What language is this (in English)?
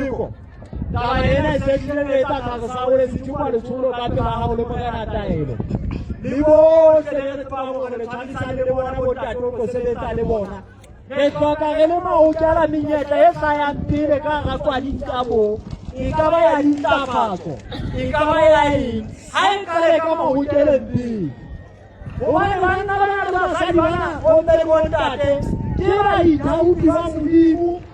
Southern Sotho